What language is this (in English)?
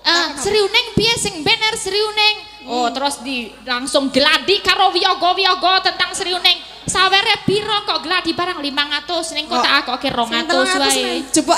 Javanese